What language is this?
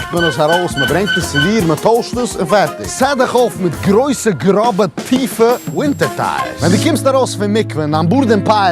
Yiddish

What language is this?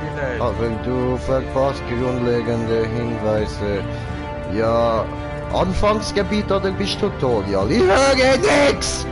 Swiss German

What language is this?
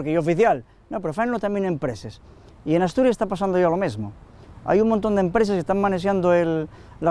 Asturian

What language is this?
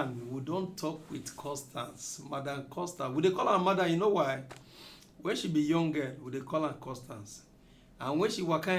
Nigerian Pidgin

